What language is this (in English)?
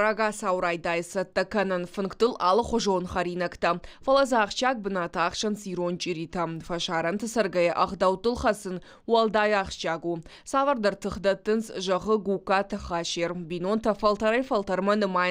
Ossetic